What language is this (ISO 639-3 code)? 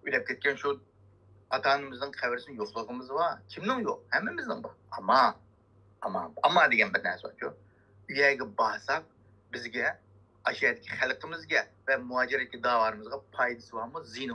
uig